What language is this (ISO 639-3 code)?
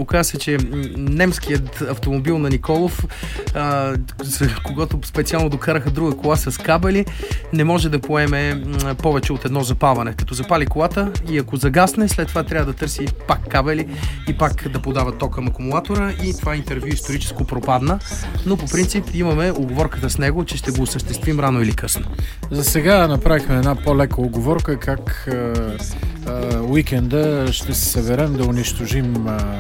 bul